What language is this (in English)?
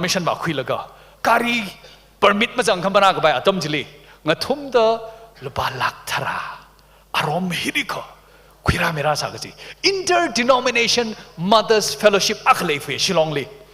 Tangkhul Naga (India)